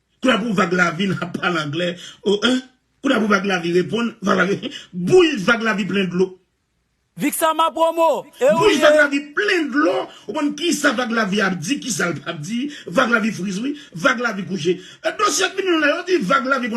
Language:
Haitian Creole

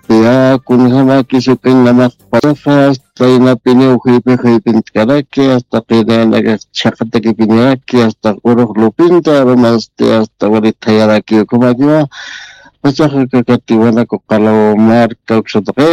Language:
Aymara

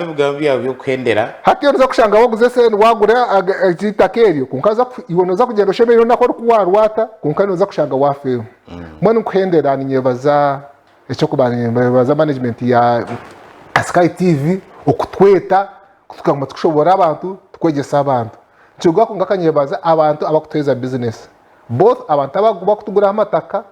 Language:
Nyankole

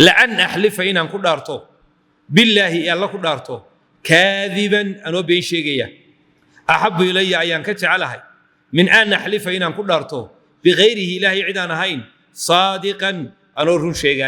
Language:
Somali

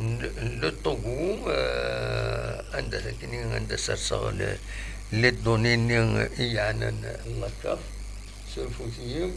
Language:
Kabyle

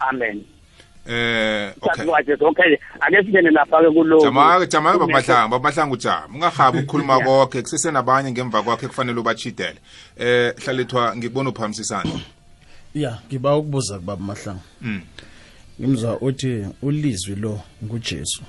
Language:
South Ndebele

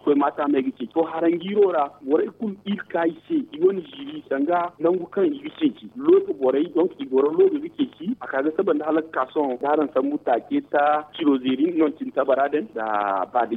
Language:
Zarma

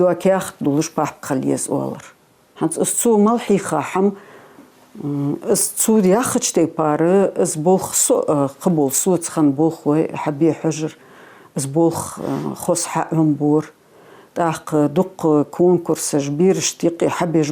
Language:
Ingush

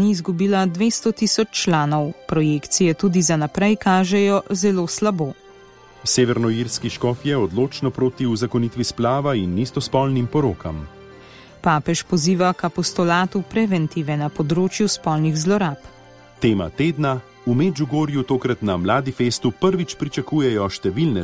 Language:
Slovenian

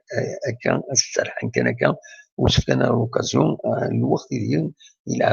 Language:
Kabyle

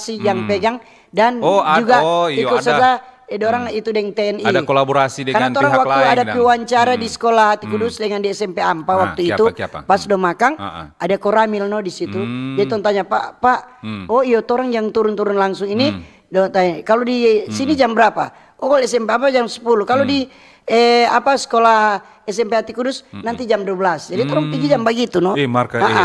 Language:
Manado Malay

